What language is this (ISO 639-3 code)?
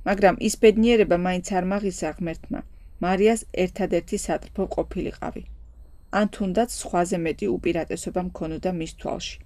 kat